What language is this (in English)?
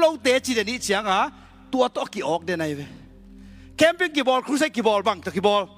Tedim Chin